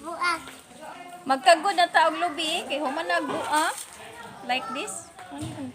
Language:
Cebuano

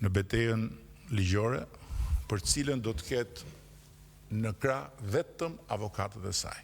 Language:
Albanian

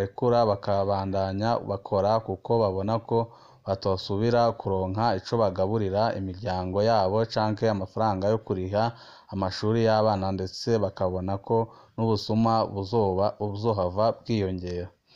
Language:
Rundi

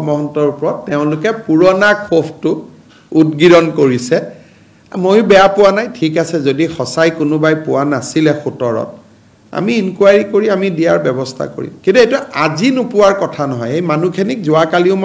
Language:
Assamese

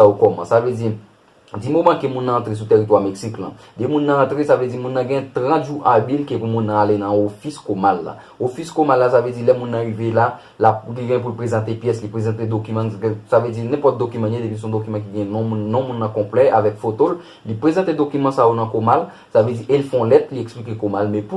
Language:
Haitian Creole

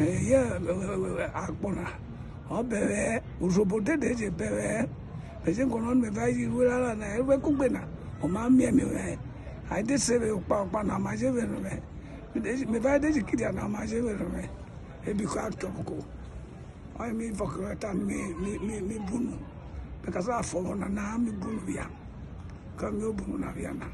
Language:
Urhobo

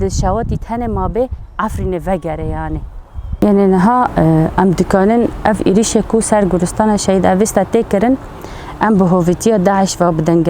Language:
Kurdish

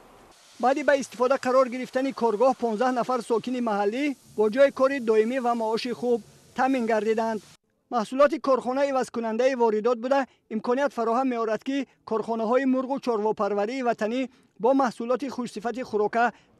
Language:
Tajik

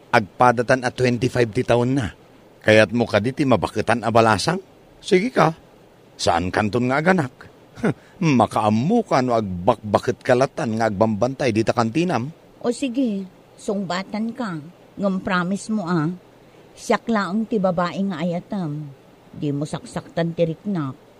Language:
Iloko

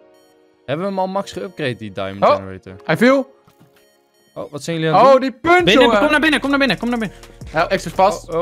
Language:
Dutch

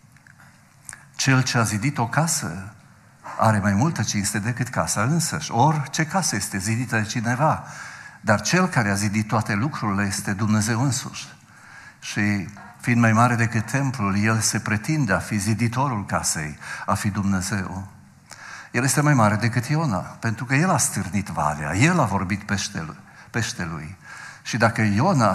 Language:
Romanian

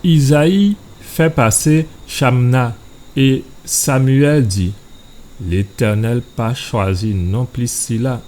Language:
Guadeloupean Creole French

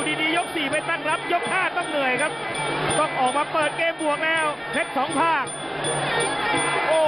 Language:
Thai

